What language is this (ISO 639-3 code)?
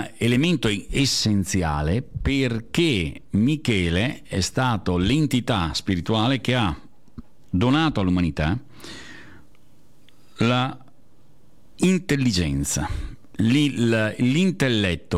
ita